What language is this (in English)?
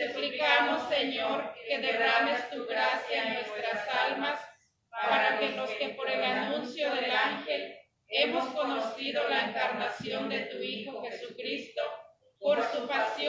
Spanish